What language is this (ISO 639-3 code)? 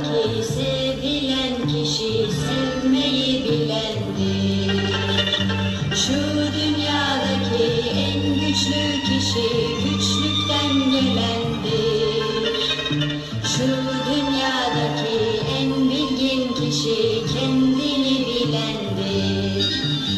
tur